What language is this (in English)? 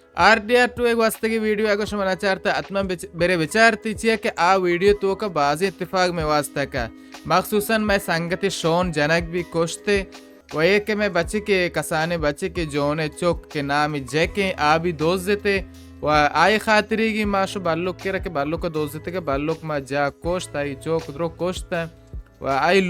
Baluchi